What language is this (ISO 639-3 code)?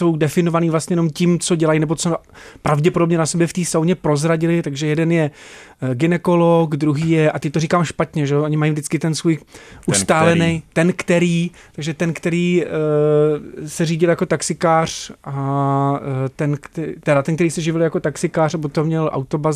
ces